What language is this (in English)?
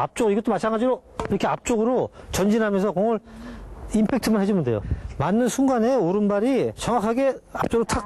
Korean